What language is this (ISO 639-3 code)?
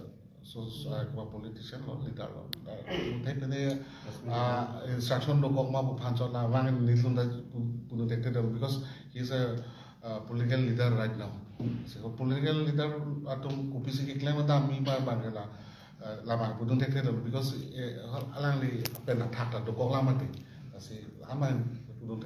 mjw